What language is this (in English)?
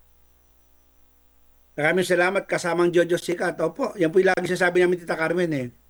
Filipino